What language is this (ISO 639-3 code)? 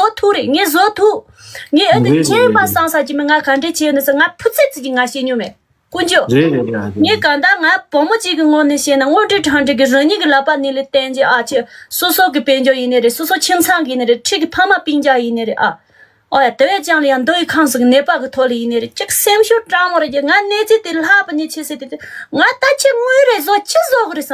bod